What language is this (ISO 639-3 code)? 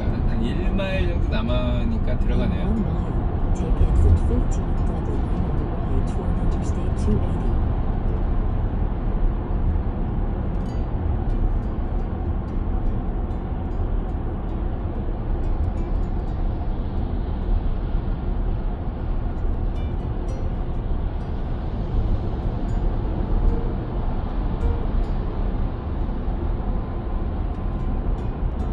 kor